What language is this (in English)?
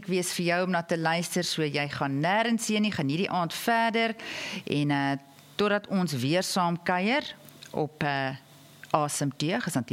Afrikaans